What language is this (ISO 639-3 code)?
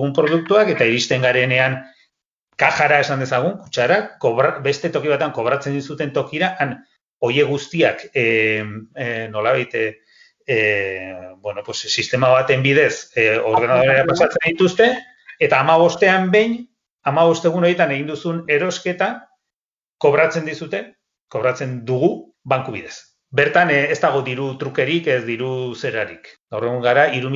eus